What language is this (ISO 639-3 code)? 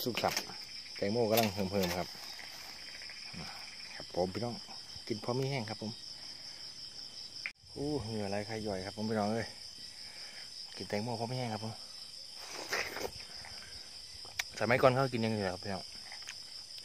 tha